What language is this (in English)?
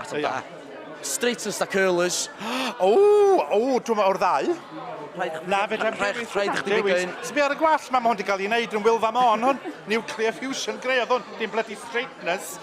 Welsh